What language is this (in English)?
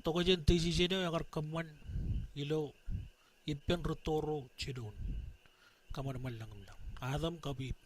Marshallese